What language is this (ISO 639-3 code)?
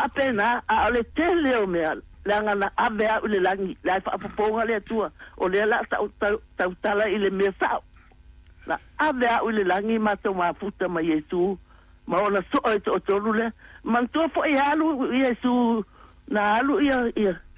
smo